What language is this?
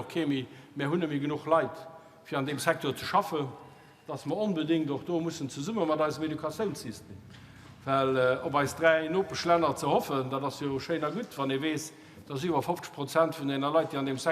Luxembourgish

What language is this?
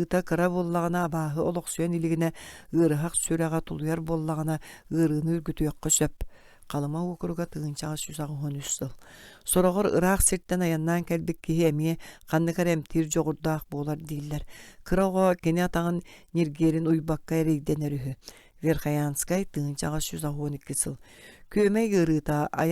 Yakut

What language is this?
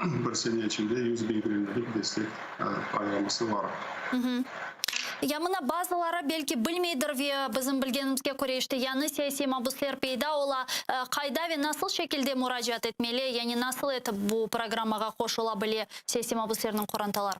Crimean Tatar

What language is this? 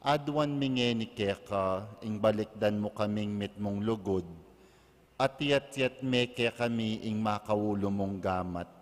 Pampanga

